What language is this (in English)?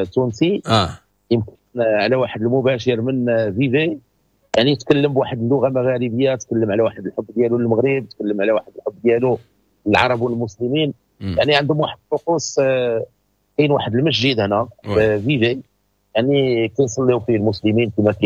Moroccan Arabic